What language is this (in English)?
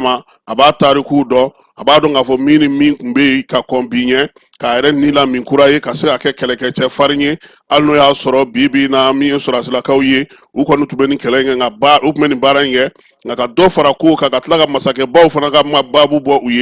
Bambara